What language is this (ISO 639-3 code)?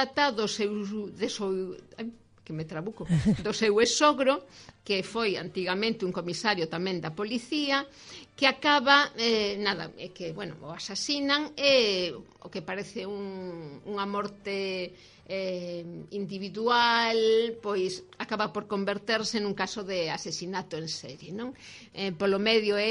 glg